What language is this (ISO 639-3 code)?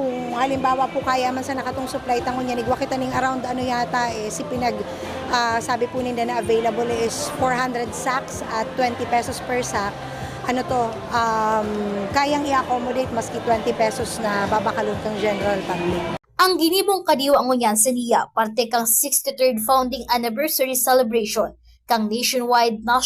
bik